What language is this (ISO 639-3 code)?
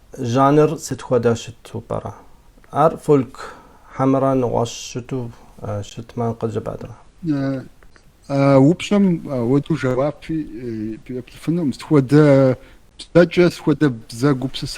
kbd